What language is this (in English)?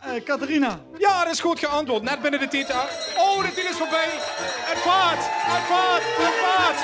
Limburgish